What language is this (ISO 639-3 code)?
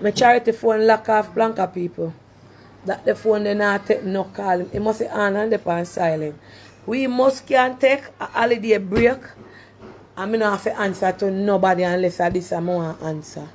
jam